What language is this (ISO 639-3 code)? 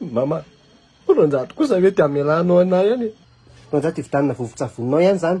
mlg